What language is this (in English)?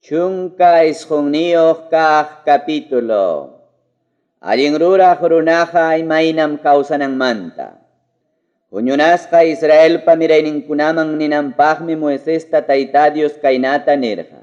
Ayacucho Quechua